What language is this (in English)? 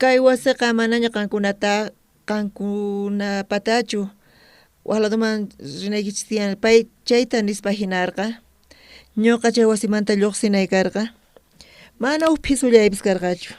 South Bolivian Quechua